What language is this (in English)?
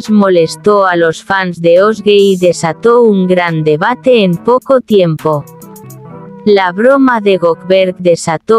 Spanish